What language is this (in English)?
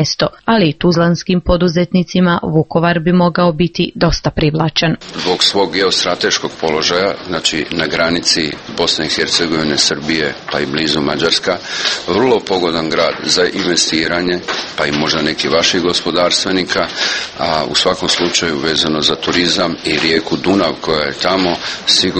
Croatian